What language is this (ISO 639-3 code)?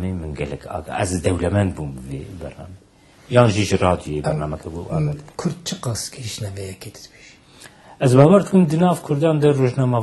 kur